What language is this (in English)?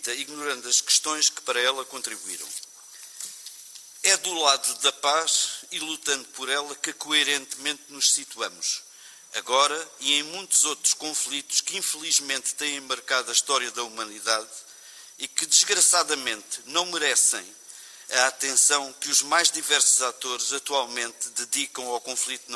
Portuguese